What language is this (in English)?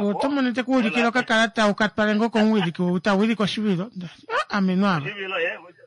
Kuanyama